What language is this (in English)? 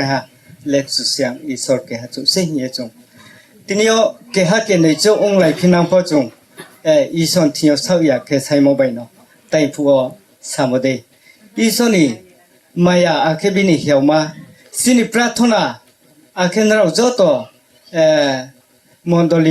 Riang (India)